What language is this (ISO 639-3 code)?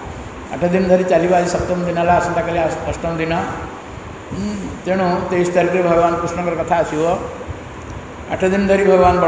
ori